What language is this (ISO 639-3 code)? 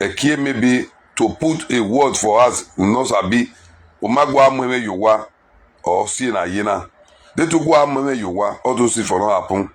pcm